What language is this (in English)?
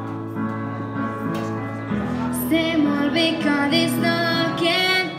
Catalan